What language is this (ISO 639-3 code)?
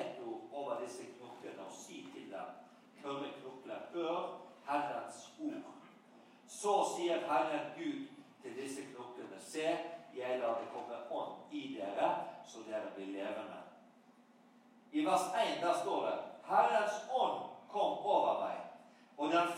nor